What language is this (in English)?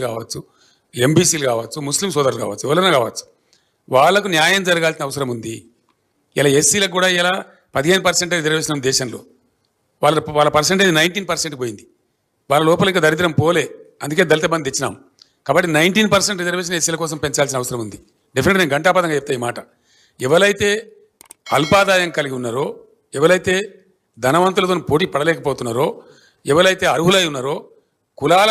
Telugu